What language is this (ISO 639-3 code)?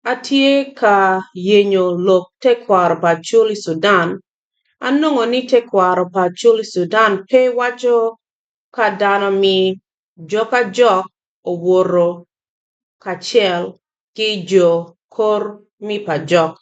ach